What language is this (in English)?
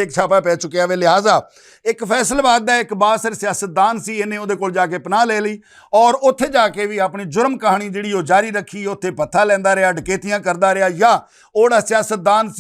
Western Panjabi